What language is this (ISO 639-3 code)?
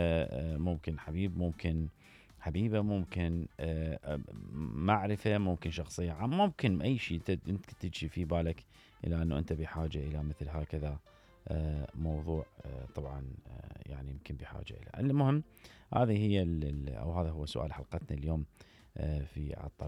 acm